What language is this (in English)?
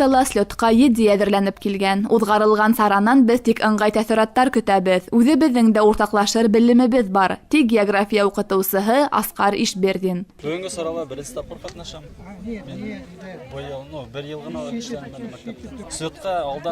Bashkir